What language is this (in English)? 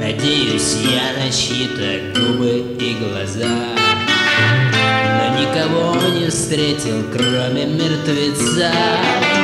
Russian